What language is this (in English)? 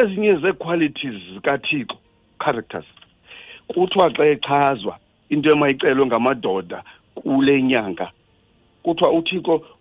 Xhosa